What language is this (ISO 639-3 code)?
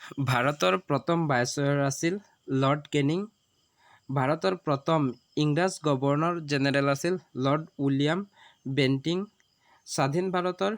asm